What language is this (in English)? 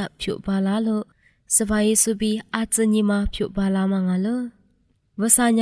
Lisu